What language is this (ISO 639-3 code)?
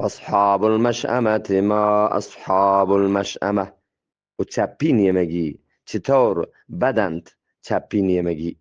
bgp